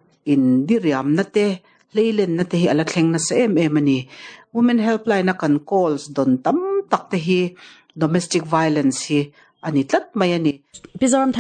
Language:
Mizo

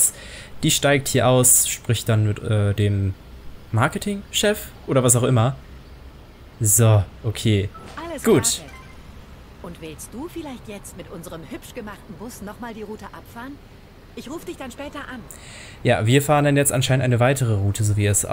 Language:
German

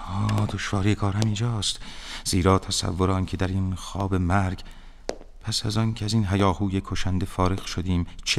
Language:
Persian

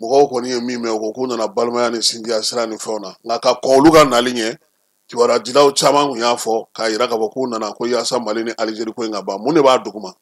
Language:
Bambara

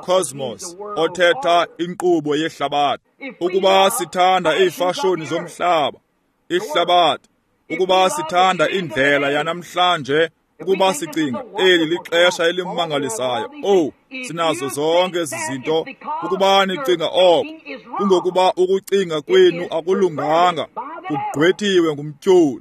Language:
Xhosa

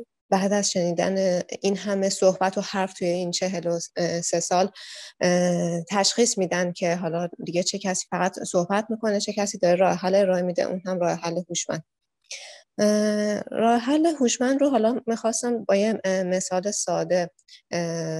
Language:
Persian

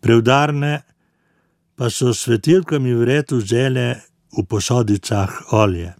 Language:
Slovenian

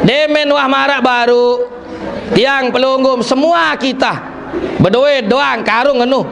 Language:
Sasak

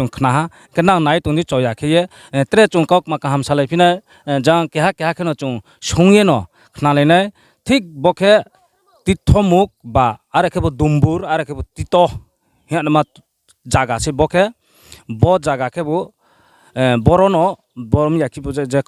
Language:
Riang (India)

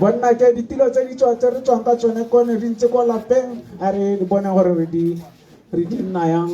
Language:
Tswana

